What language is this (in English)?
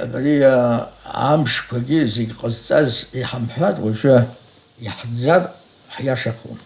Abkhazian